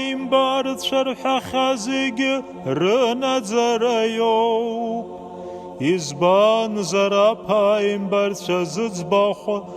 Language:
Abkhazian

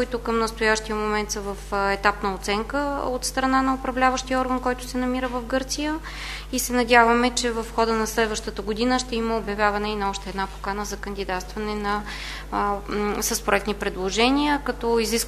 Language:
Bulgarian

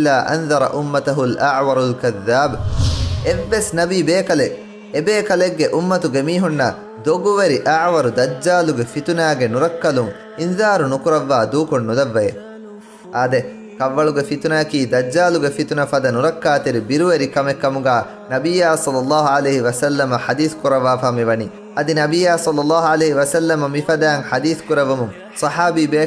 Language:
Divehi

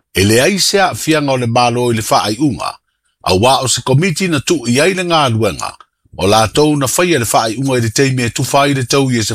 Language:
Samoan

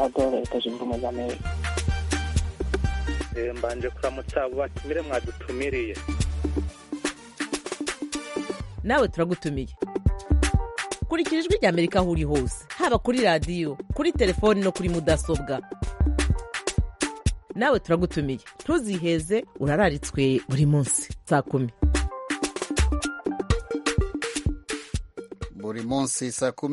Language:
Kinyarwanda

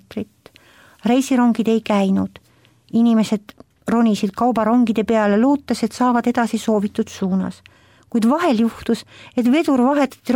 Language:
Estonian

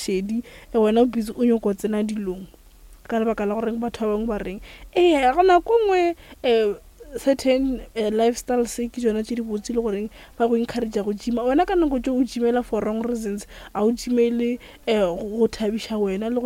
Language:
Northern Sotho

